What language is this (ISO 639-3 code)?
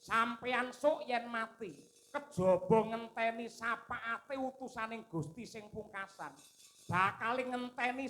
jav